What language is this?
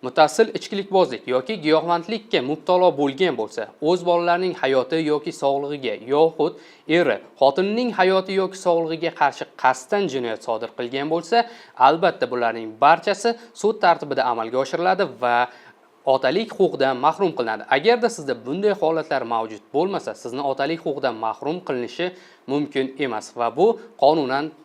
Uzbek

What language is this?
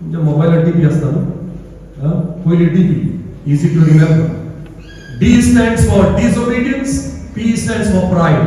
Konkani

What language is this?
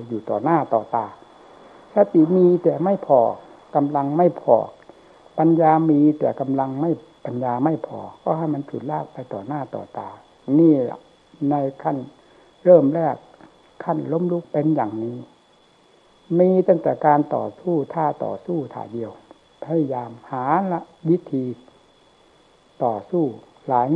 Thai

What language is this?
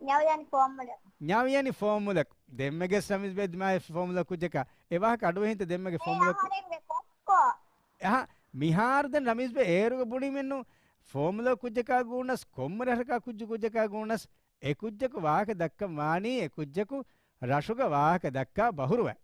Divehi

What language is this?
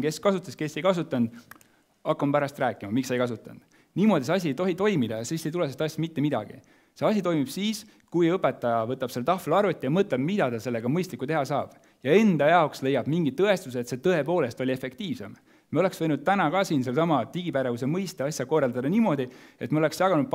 Estonian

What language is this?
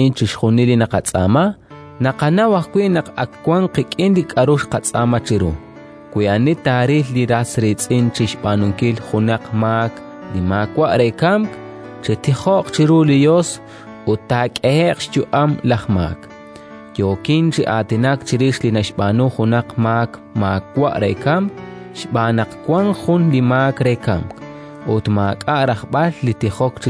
Kekchí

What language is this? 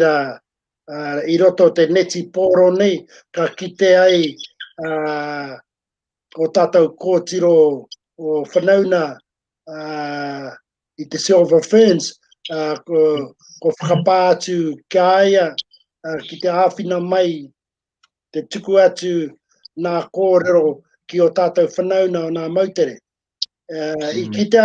Māori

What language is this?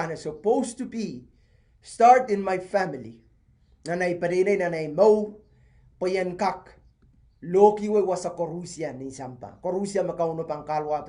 Pohnpeian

